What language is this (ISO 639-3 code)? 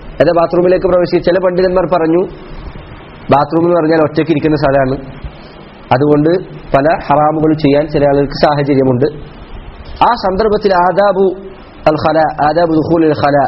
mal